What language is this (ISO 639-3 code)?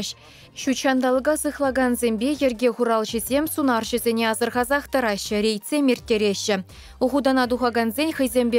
chv